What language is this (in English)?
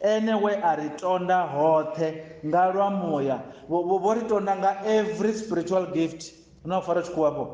Venda